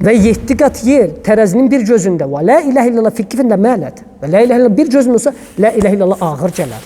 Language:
Azerbaijani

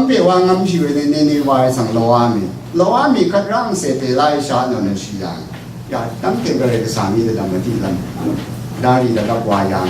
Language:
Rawang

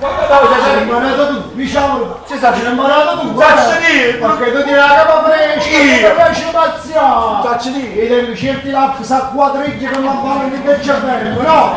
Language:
Neapolitan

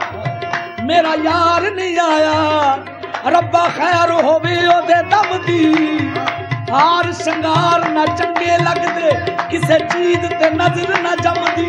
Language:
Punjabi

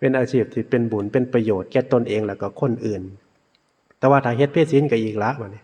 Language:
Northeastern Thai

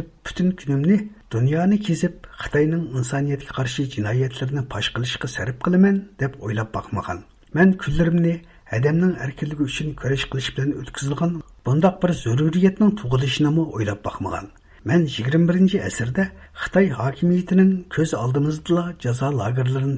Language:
Uyghur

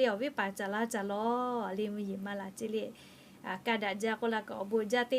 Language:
Lahu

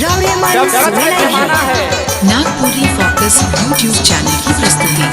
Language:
Sadri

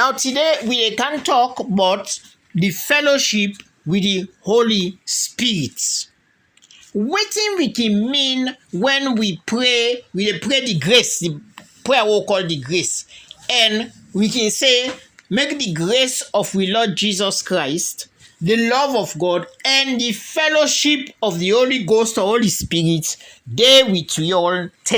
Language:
Krio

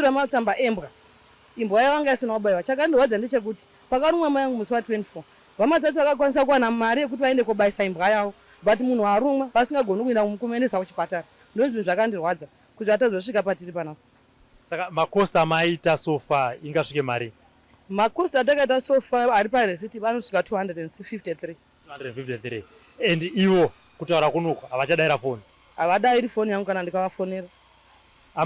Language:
Shona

